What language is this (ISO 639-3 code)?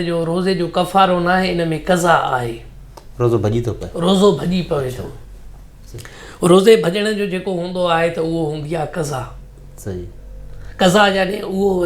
snd